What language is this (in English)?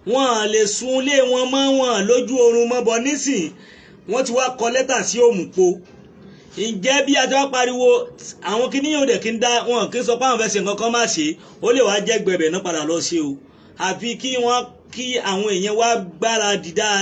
Yoruba